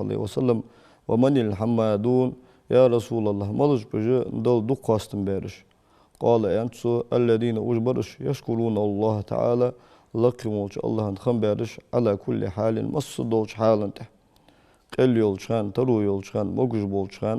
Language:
Ingush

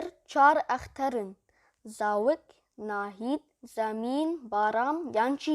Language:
Kurdish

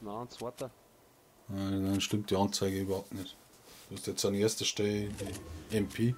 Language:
Bavarian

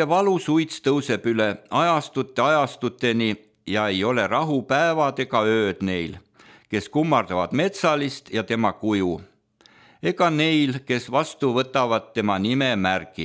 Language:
Estonian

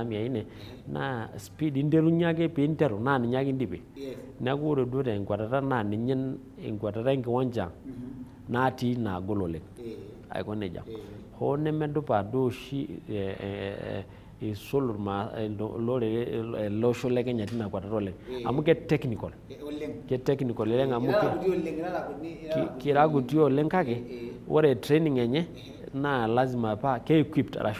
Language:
Masai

